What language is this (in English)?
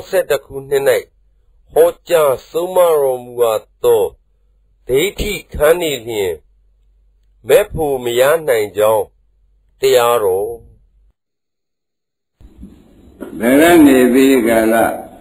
Burmese